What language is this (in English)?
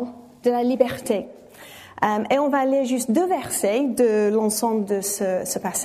French